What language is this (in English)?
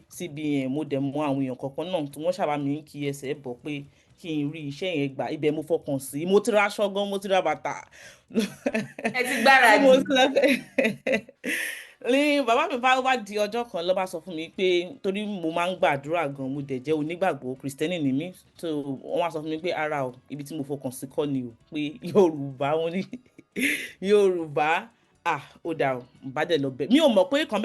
Yoruba